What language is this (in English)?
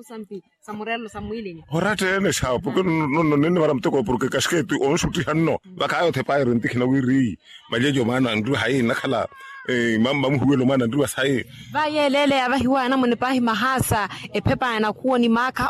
Makhuwa